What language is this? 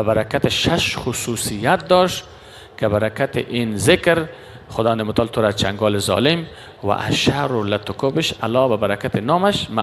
Persian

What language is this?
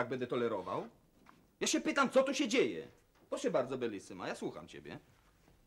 Polish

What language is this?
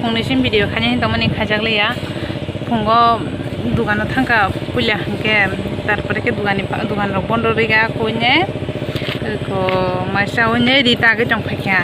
Kok Borok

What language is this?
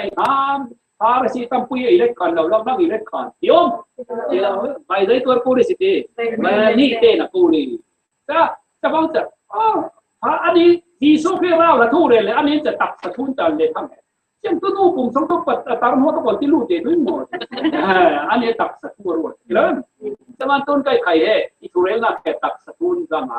Falam Chin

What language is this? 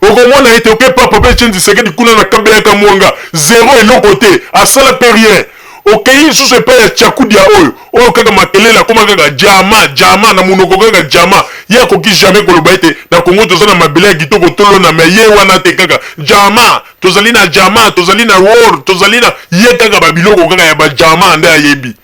Lingala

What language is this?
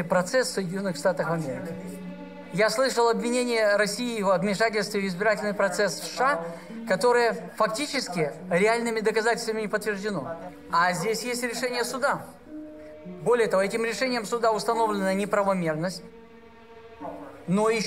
Russian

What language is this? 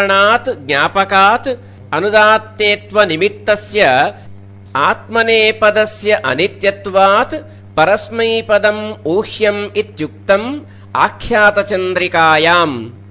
Sanskrit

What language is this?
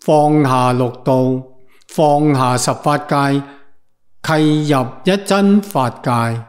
Cantonese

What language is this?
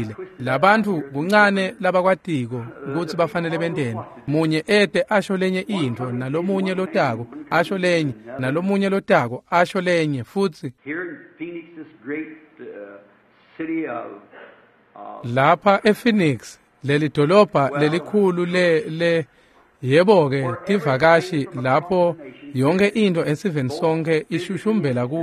Swati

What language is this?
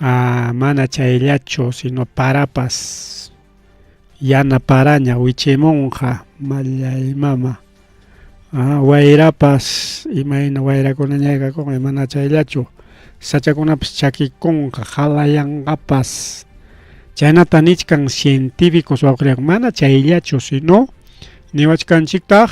Ayacucho Quechua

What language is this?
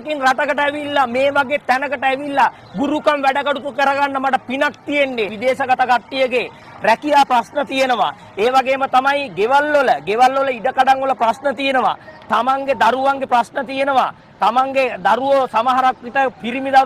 Sinhala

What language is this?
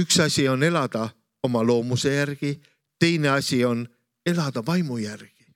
Estonian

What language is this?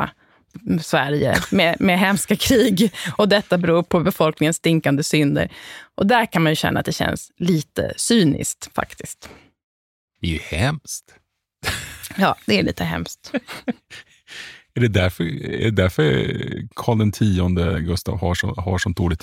Swedish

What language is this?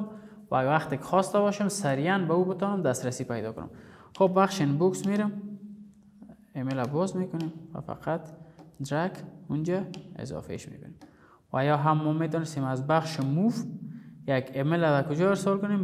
Persian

